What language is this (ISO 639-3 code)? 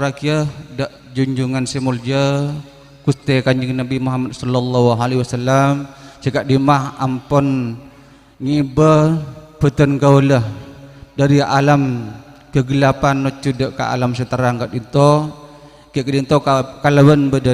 mad